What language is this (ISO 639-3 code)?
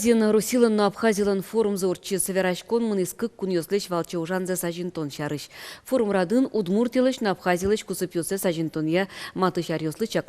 udm